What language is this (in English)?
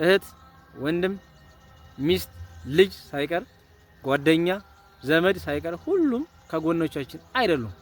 Amharic